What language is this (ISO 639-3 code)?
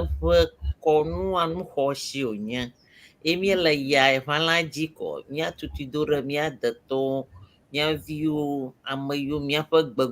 ewe